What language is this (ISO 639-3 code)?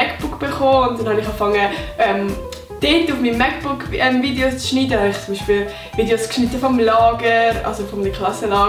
gsw